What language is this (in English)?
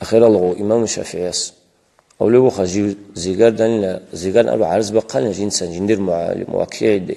Avaric